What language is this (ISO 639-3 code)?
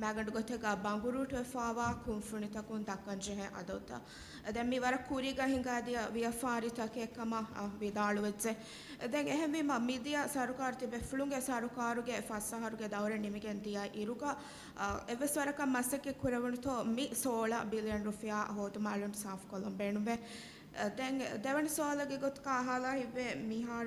div